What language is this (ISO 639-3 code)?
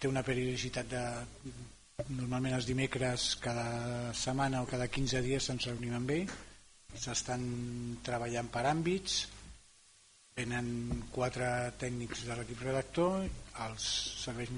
cat